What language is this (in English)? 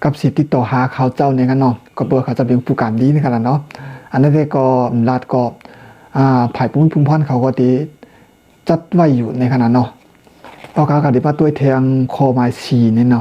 Shan